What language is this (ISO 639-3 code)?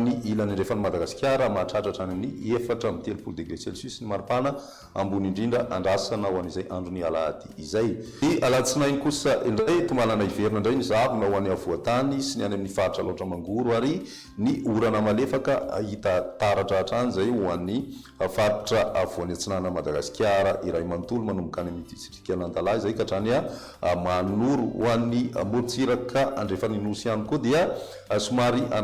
mlg